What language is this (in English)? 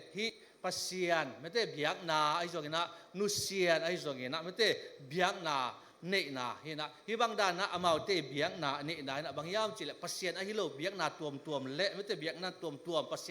Tedim Chin